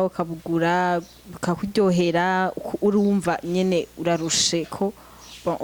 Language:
Rundi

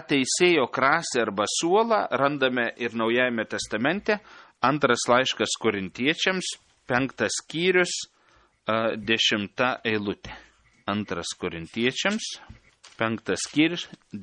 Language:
Lithuanian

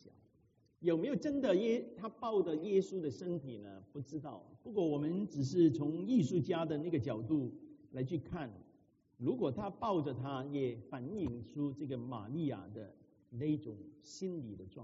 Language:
Chinese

